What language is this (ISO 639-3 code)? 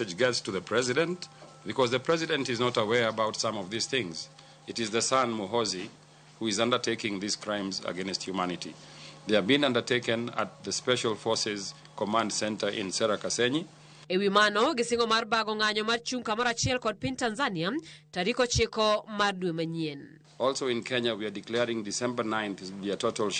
luo